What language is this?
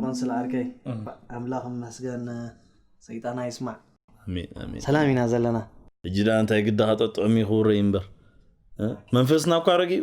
Tigrinya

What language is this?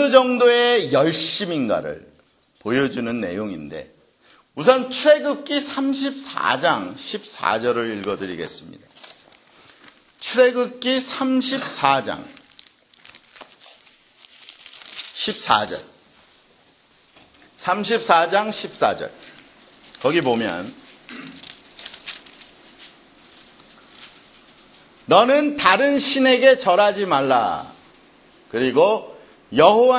Korean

